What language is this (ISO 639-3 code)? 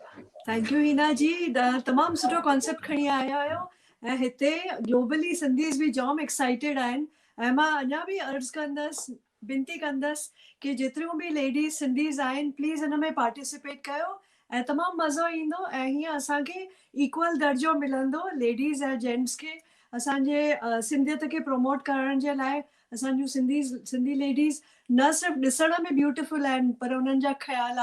snd